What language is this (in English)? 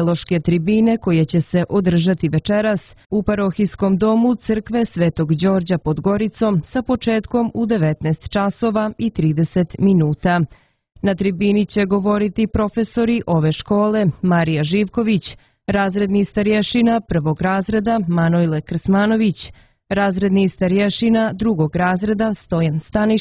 Serbian